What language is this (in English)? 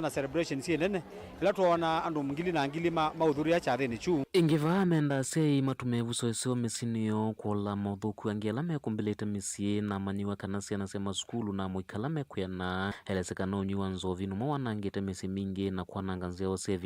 Kamba